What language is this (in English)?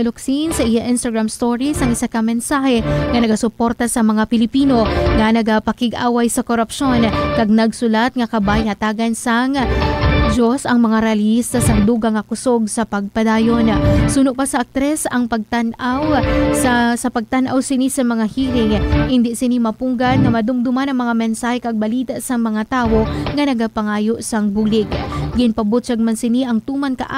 Hiligaynon